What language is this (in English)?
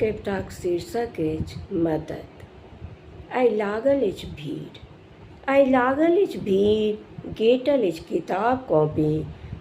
Maithili